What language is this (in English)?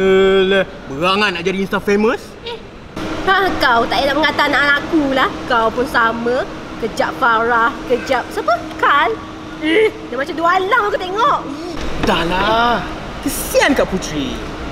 Malay